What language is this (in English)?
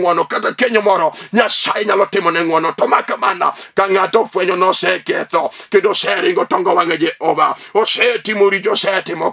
Luo (Kenya and Tanzania)